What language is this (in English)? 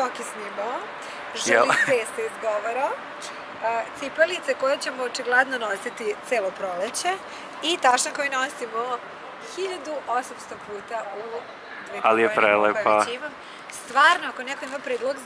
Serbian